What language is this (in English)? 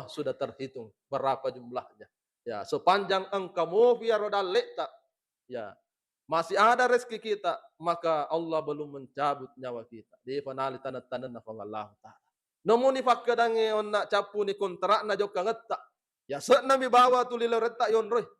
Buginese